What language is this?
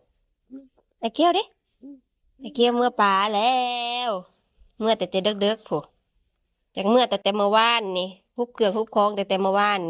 Northeastern Thai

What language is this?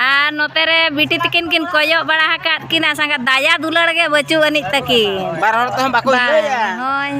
Santali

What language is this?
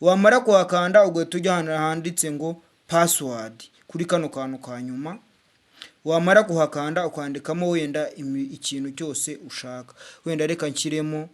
Kinyarwanda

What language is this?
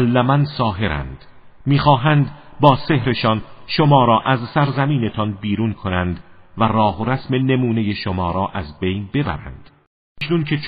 Persian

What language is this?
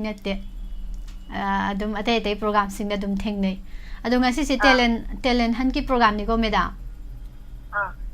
Manipuri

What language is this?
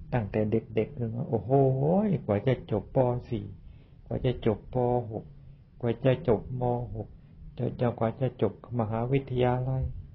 Thai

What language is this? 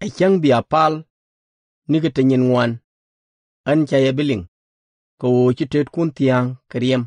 Nuer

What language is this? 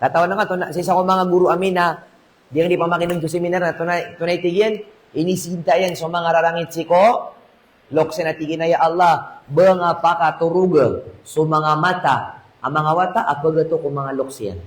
Maranao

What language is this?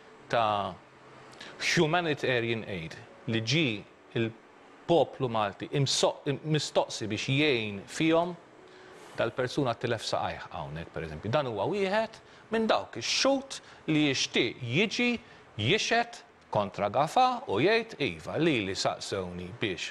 Maltese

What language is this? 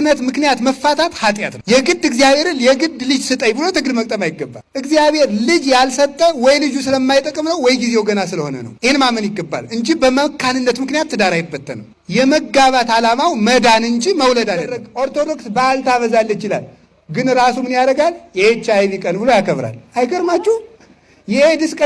Amharic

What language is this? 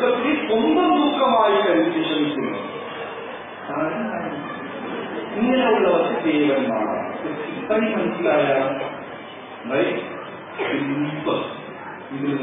Malayalam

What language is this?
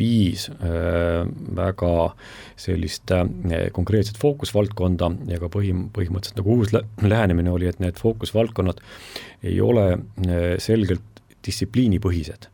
Estonian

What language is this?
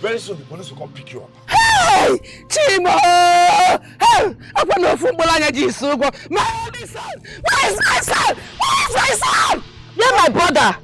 Nigerian Pidgin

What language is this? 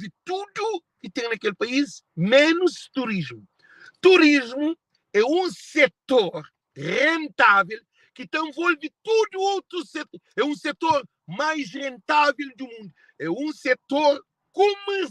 Kabuverdianu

